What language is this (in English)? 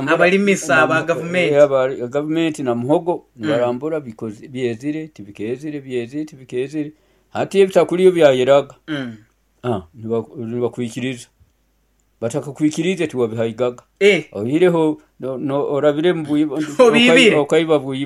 Nyoro